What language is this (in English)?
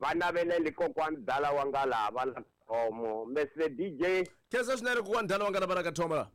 Tsonga